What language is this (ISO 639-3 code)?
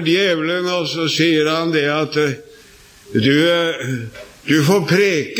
nor